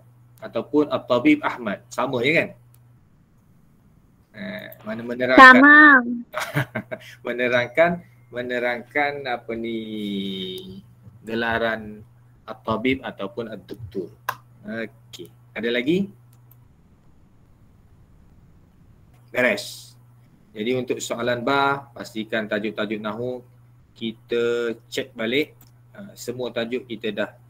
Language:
Malay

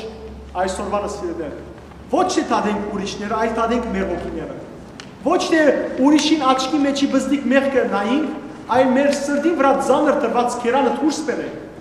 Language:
Western Armenian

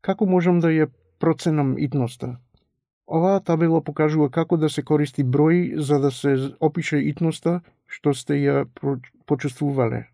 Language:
Macedonian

